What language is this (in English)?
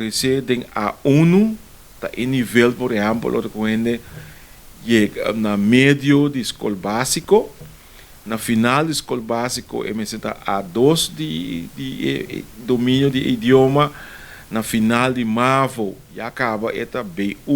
Papiamento